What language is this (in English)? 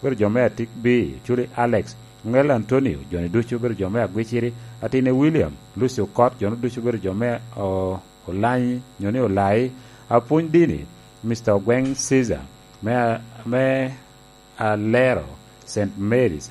Lango (Uganda)